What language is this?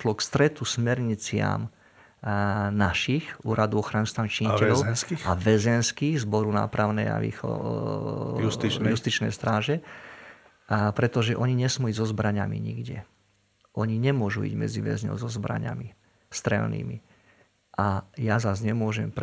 Slovak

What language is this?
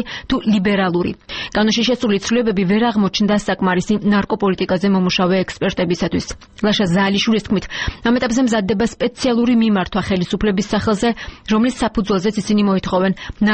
Georgian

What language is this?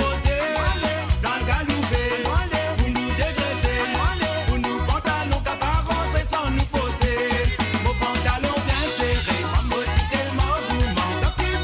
Morisyen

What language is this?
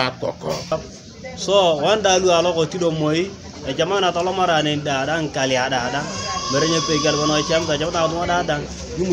Teso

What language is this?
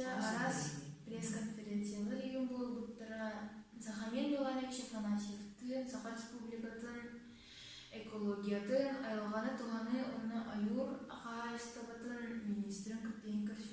Yakut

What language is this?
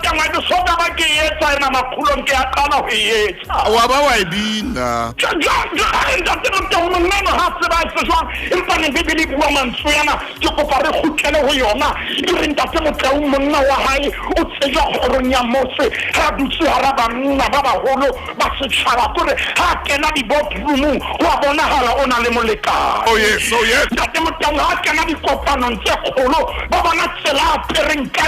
Southern Sotho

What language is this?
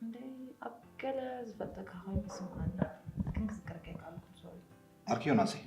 Tigrinya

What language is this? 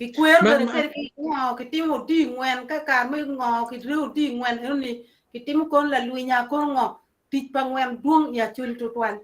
Acoli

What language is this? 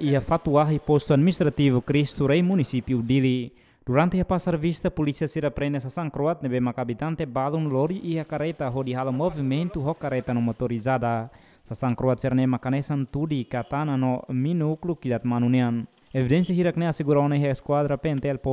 Tetum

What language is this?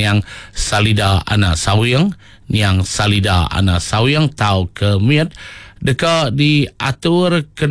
Iban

